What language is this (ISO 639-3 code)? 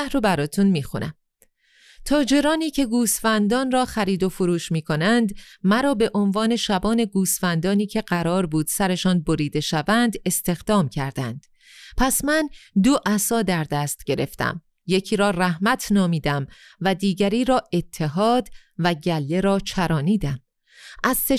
fas